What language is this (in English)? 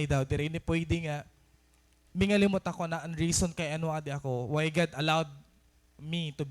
Waray